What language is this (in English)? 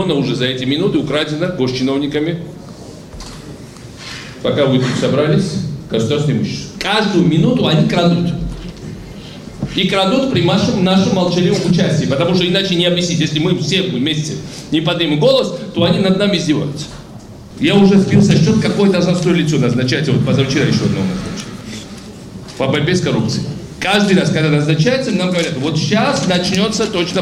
Russian